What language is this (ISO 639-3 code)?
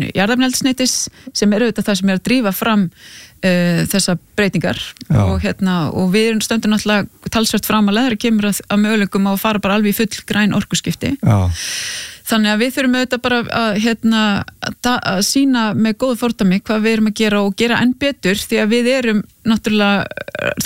isl